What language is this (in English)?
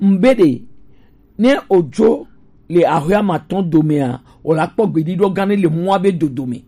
Gen